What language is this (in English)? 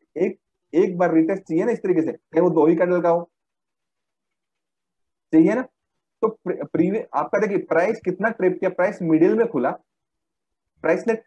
Hindi